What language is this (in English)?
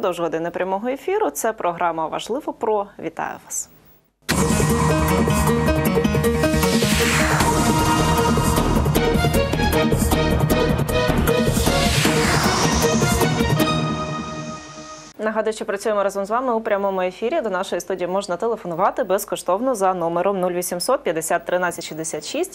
Ukrainian